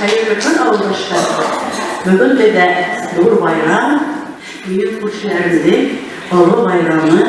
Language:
Bashkir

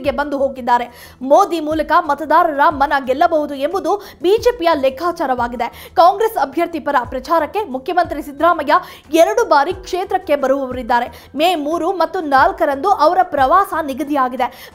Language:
Kannada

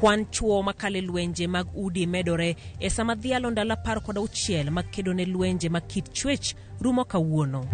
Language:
Luo (Kenya and Tanzania)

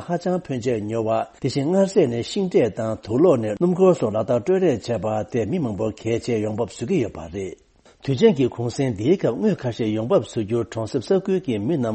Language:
Tibetan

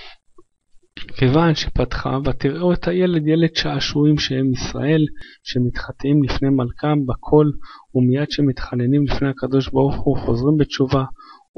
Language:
Hebrew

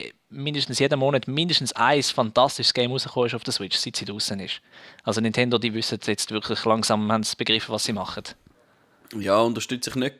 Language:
Swiss German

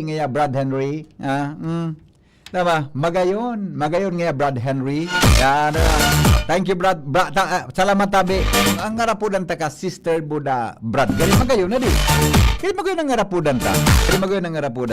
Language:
Bikol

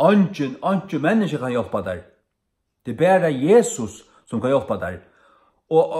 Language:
Faroese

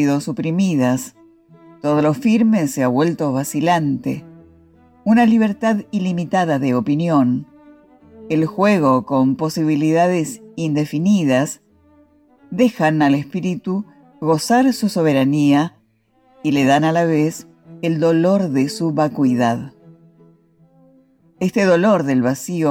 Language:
Spanish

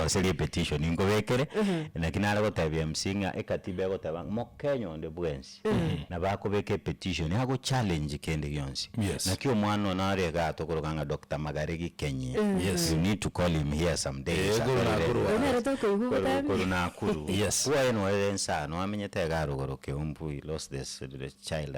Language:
Gusii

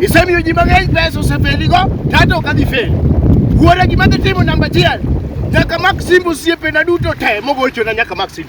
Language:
Luo (Kenya and Tanzania)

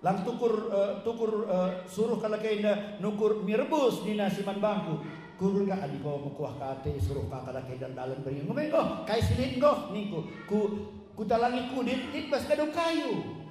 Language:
Batak Karo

